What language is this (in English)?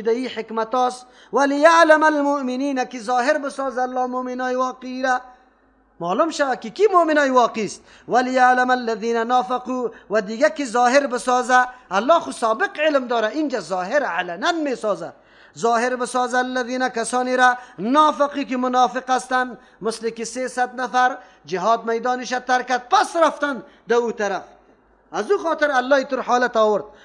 Persian